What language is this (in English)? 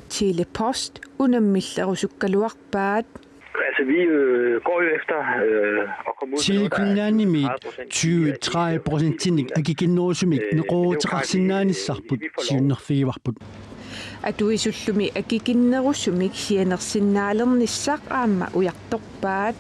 Kalaallisut